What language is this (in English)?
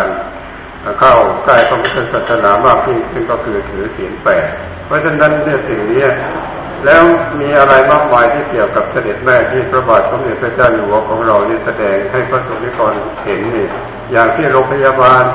Thai